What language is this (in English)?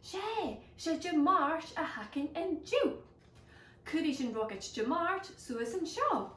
Scottish Gaelic